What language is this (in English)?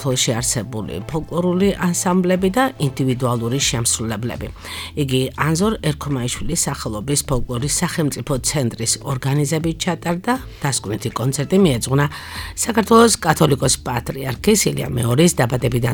Georgian